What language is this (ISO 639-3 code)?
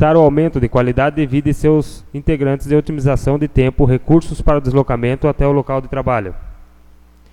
por